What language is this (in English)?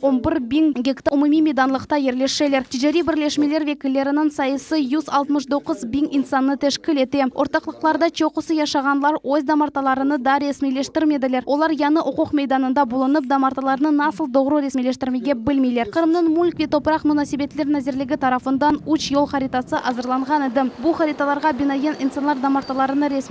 Crimean Tatar